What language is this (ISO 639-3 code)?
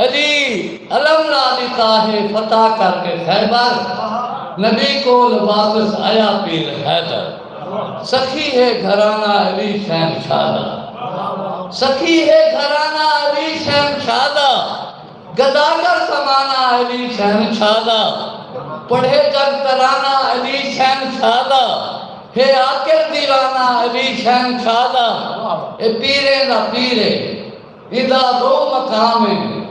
skr